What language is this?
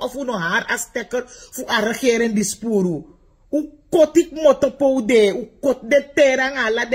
Sranan Tongo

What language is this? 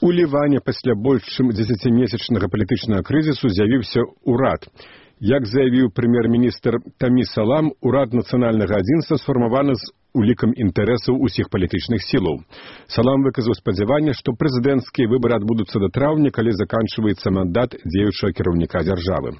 Belarusian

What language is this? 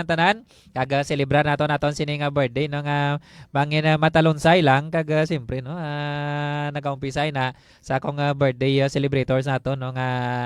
Hiligaynon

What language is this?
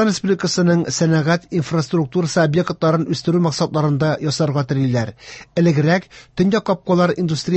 Tatar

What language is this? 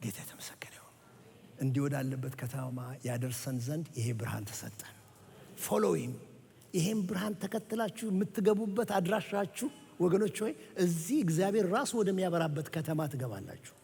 Amharic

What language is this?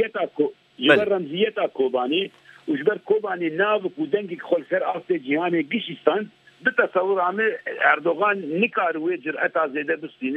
Kurdish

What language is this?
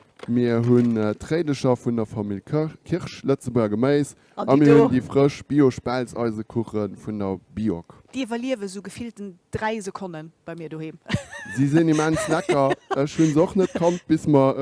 Luxembourgish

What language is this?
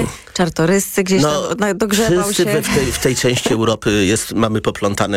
Polish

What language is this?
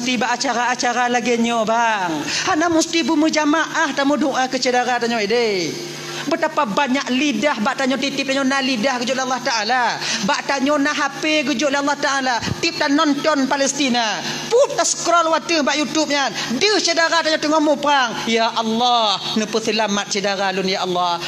Achinese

